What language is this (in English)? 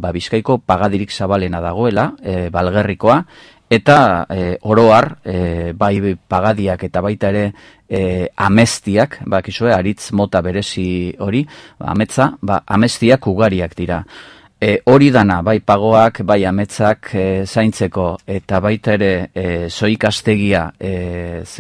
Basque